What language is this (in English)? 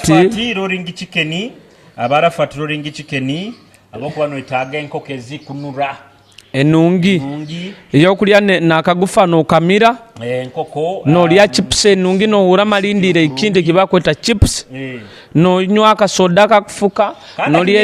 Nyoro